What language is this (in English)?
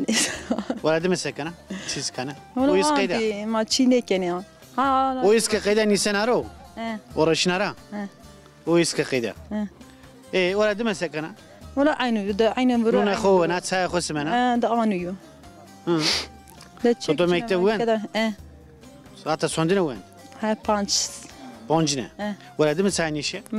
Zaza